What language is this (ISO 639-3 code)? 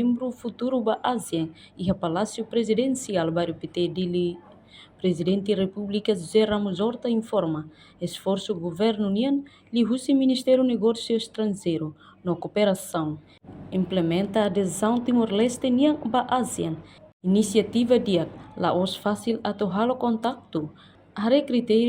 tet